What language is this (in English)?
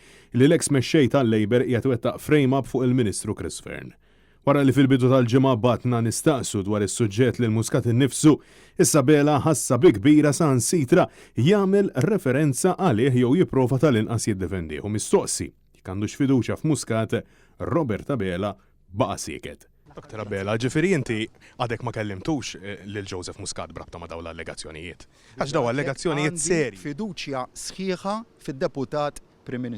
Maltese